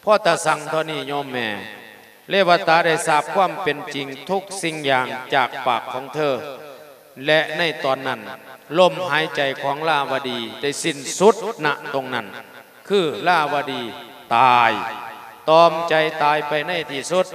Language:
Lao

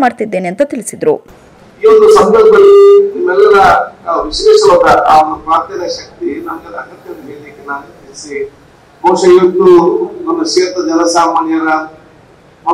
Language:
Kannada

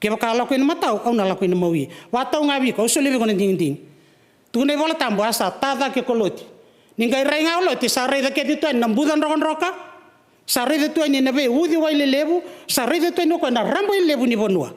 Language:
Fijian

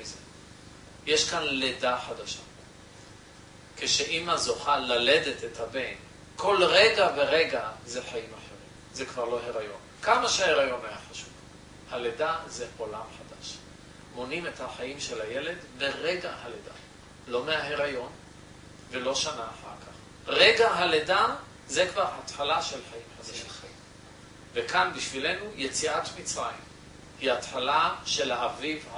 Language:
Hebrew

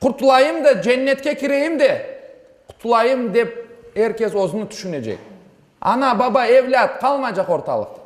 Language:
Crimean Tatar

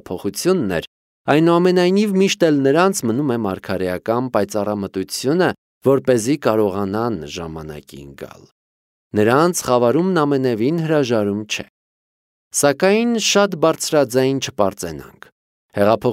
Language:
Armenian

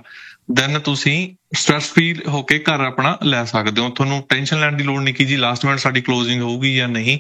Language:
Punjabi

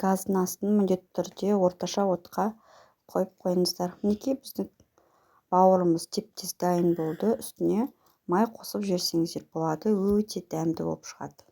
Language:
Kazakh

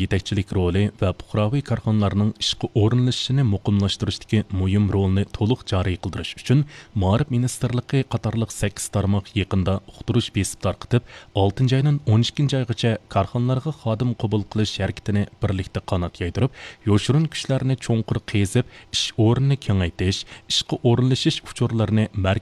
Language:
Uyghur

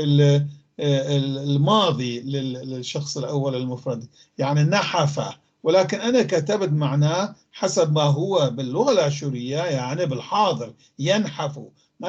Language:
North Levantine Arabic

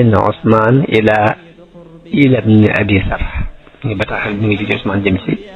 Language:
Wolof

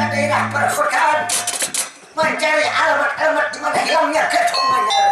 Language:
Banjar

